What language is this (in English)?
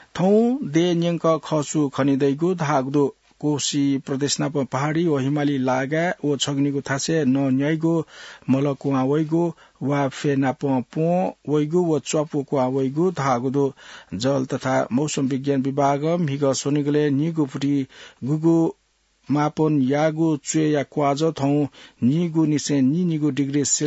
Newari